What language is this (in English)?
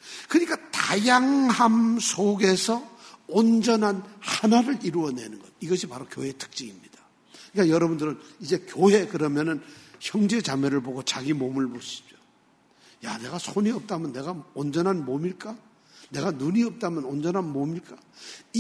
Korean